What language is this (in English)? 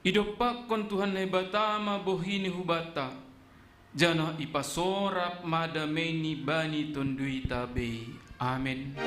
Batak Simalungun